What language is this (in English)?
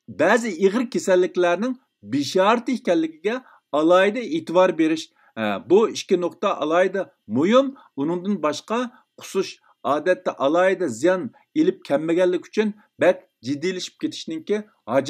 Uyghur